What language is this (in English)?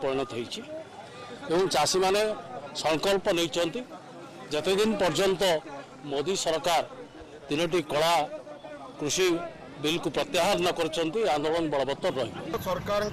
Odia